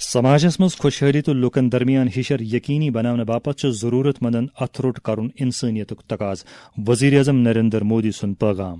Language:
Kashmiri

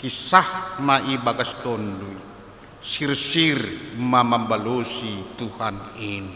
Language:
Batak Simalungun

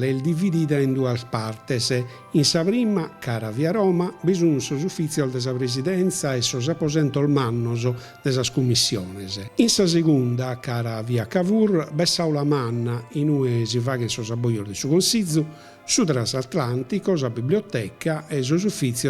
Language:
Sardinian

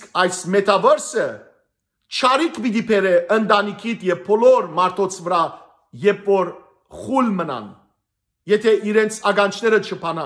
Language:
Western Armenian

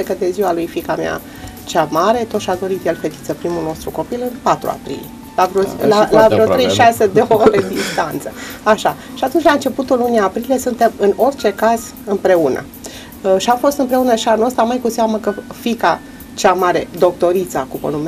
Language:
Romanian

